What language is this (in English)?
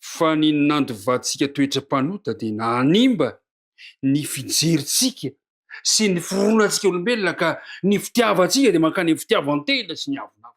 Malagasy